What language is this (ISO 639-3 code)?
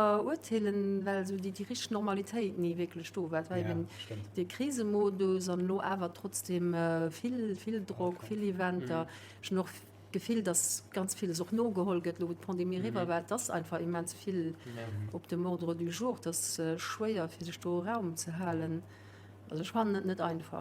ltz